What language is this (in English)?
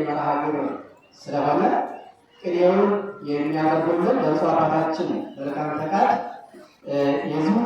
Amharic